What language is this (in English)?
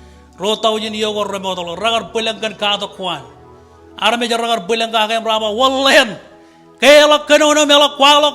Marshallese